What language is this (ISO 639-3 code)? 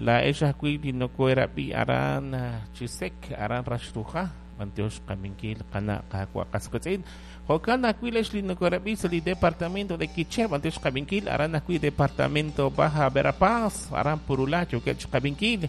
kek